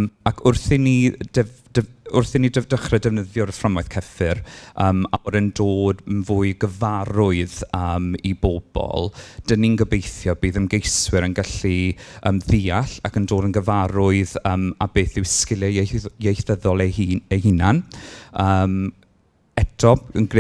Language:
Welsh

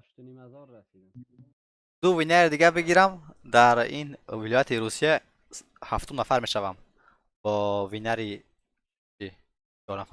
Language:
Persian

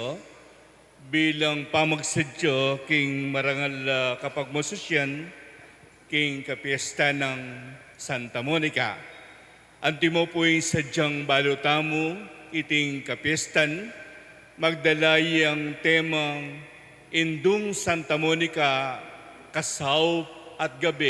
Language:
Pampanga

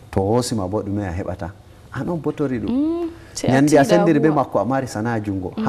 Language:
Fula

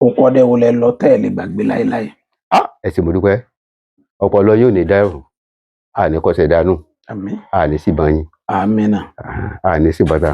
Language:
Yoruba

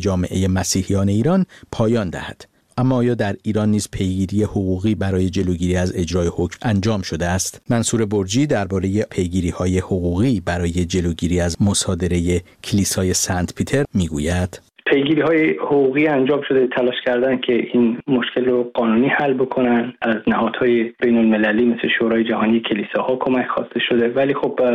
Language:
Persian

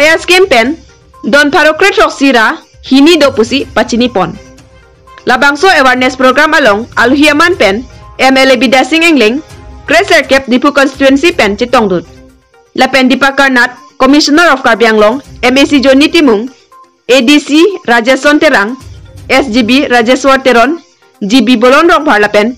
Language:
Karbi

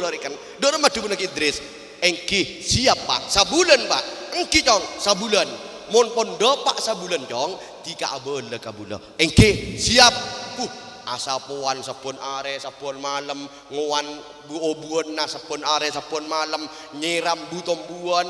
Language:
Madurese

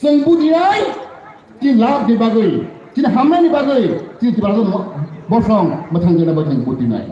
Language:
Kok Borok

